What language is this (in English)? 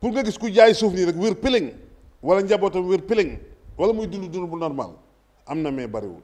Wolof